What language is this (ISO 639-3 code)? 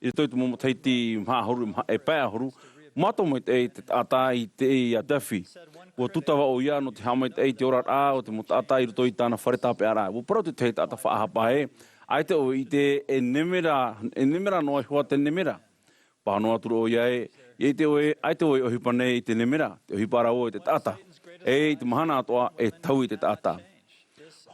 tah